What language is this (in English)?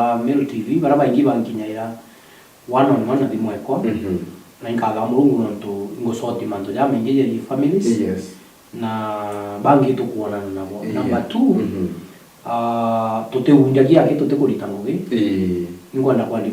Meru